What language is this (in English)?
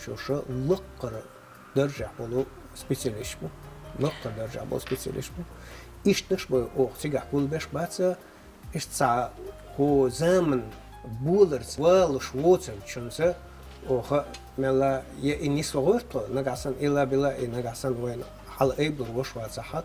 Chechen